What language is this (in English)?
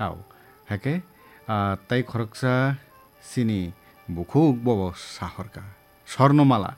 Kok Borok